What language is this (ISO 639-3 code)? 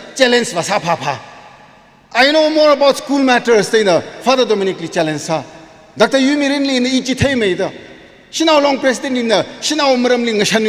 nmf